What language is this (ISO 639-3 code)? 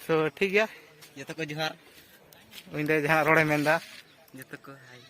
sat